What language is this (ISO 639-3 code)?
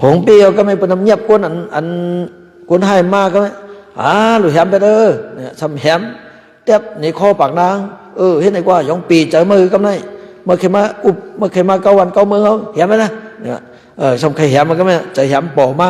shn